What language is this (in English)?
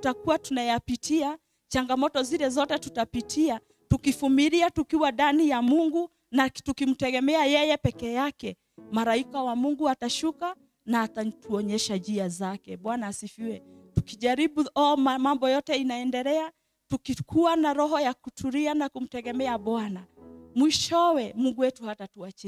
Swahili